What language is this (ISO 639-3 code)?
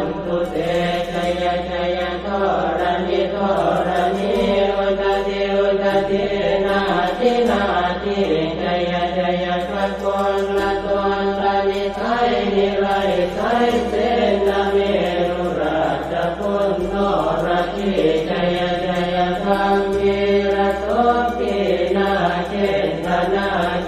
pli